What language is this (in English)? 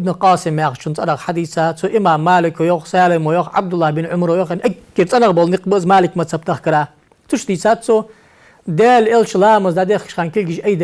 Ingush